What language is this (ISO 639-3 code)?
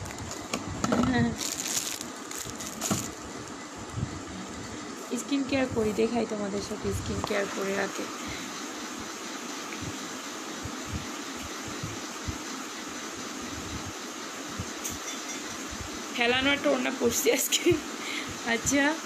ben